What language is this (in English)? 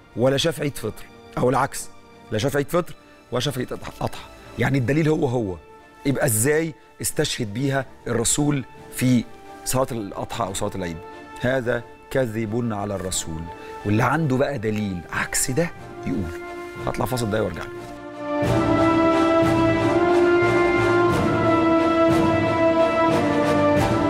Egyptian Arabic